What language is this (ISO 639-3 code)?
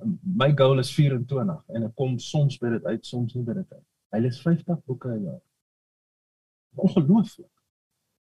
afr